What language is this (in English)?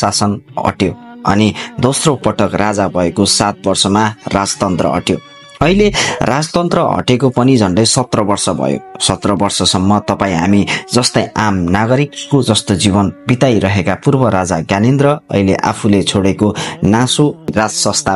Nepali